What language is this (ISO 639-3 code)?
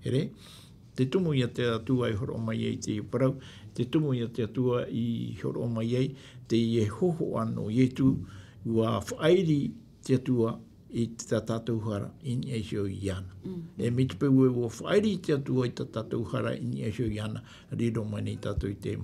tah